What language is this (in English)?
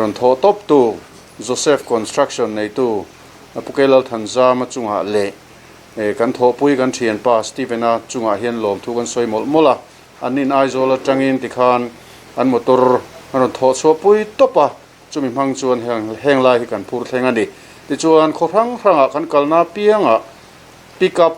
Mizo